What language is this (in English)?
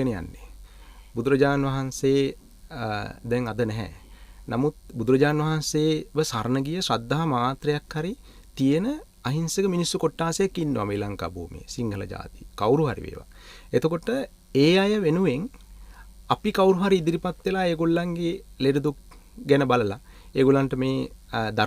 Sinhala